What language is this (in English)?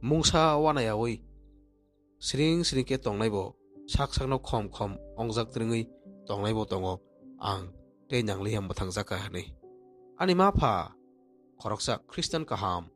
Kok Borok